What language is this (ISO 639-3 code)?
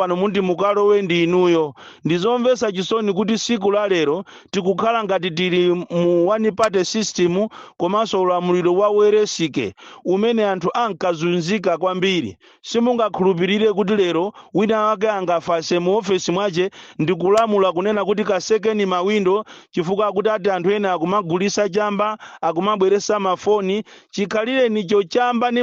nya